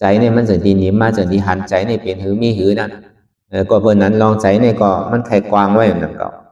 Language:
Shan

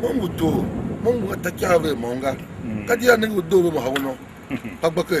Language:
Tiv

